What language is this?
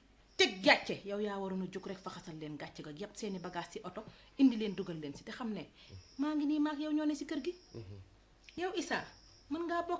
Wolof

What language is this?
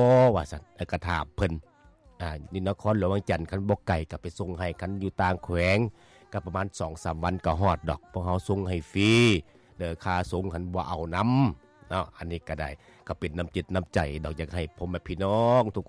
Lao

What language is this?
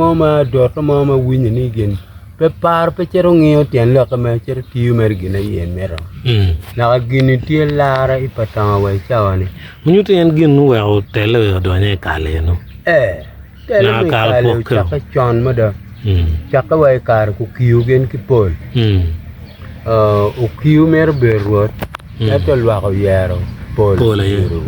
Acoli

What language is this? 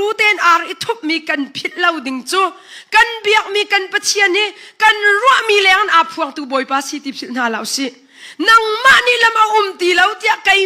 Hakha Chin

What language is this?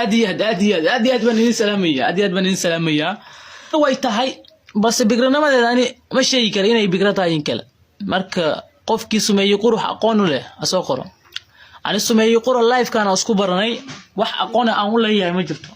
Somali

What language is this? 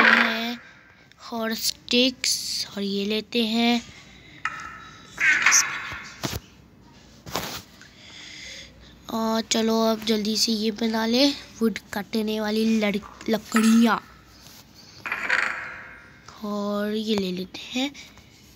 Hindi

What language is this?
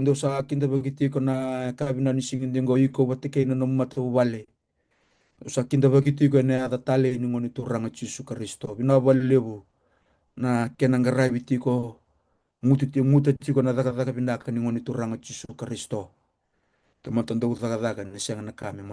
Fijian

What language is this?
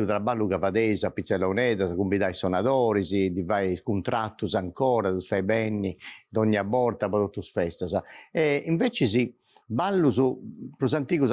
Sardinian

